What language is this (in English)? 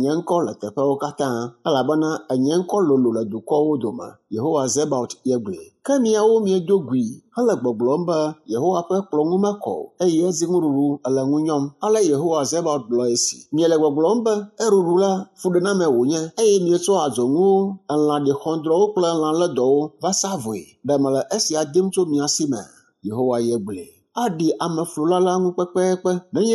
Ewe